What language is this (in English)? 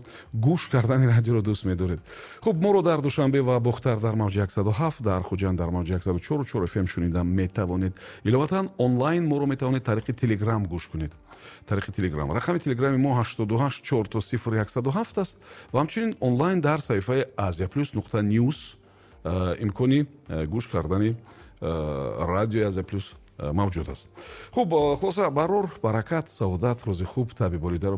Tajik